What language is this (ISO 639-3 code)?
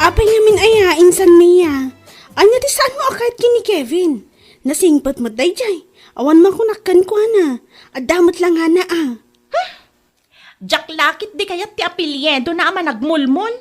ilo